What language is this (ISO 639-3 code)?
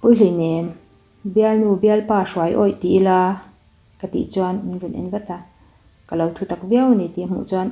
lus